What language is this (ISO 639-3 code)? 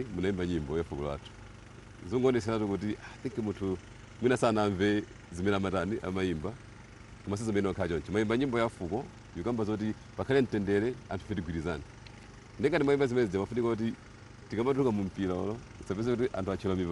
nya